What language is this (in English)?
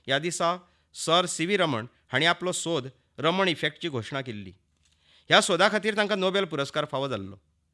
Konkani